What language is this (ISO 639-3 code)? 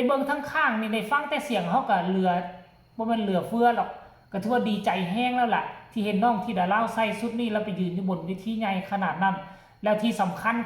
tts